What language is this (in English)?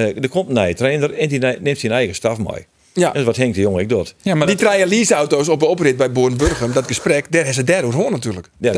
Western Frisian